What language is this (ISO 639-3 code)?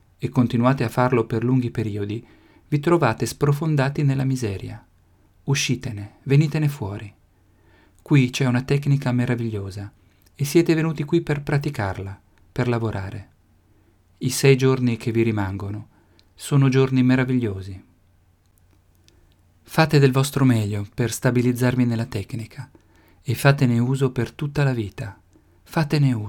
ita